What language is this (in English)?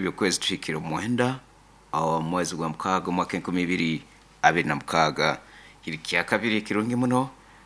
Nyoro